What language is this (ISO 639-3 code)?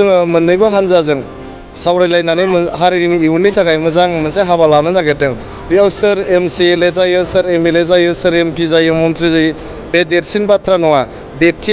brx